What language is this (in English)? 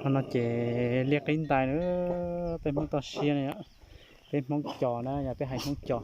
Hmong